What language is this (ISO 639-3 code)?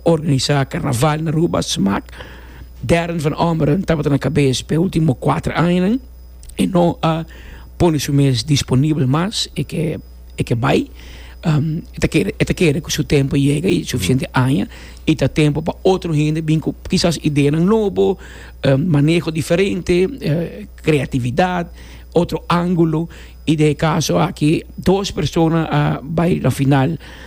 pap